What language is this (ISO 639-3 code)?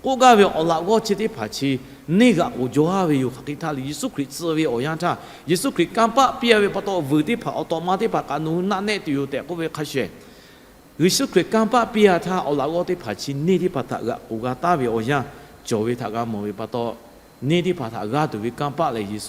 lhu